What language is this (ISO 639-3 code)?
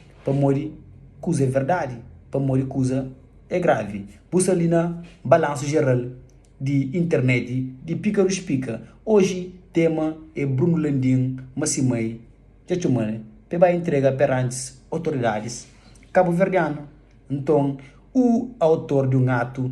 kea